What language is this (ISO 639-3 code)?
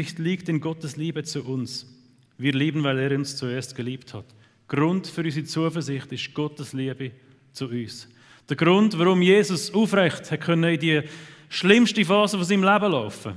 gsw